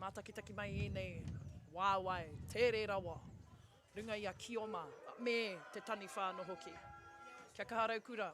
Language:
Māori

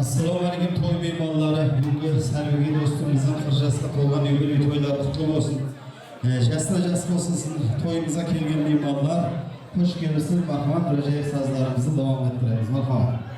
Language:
Kara-Kalpak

